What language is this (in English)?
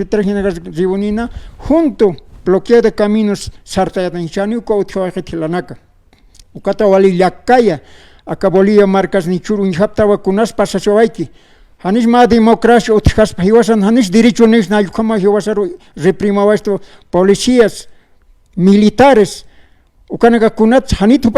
Aymara